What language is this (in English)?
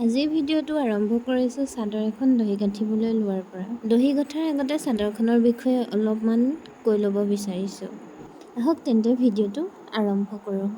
Assamese